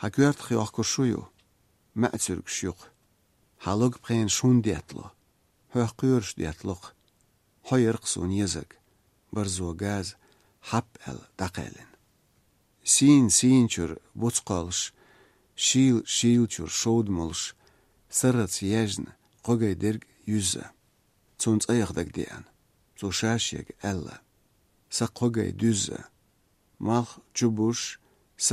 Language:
Chechen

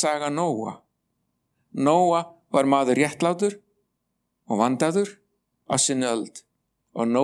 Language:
Icelandic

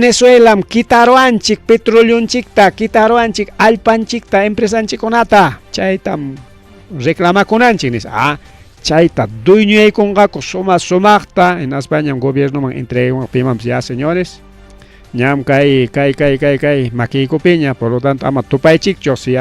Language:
Ayacucho Quechua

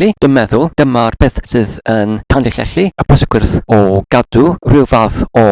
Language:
Welsh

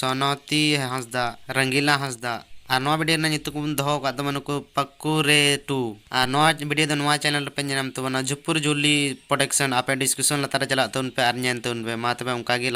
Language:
Santali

